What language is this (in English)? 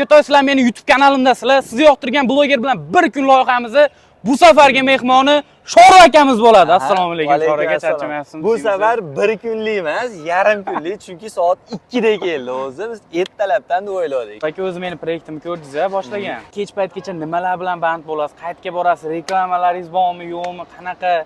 Uzbek